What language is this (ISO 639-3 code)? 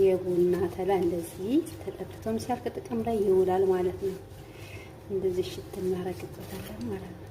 amh